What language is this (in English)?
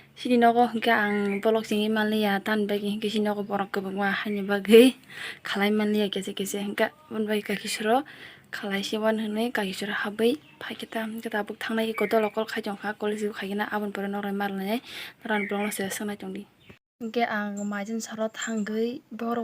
Kok Borok